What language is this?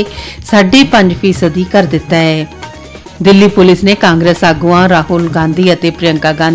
Punjabi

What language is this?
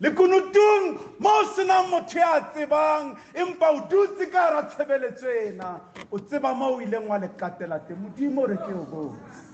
Southern Sotho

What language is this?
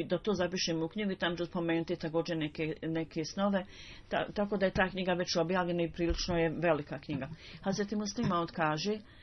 Bosnian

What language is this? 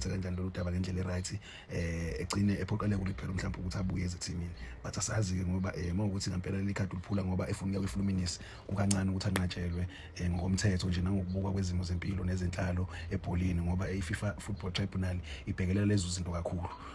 Zulu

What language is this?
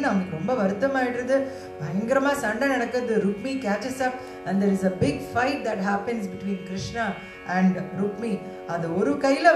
Tamil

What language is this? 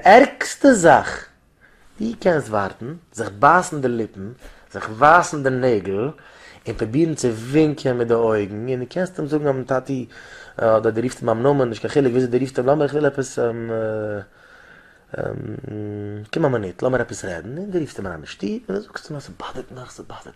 Yiddish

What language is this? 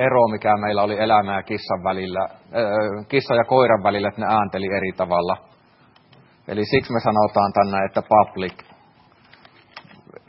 Finnish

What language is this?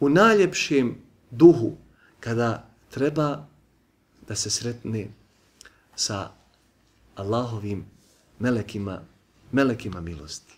Bosnian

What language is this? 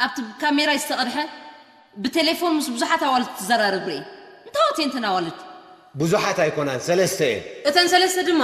Tigrinya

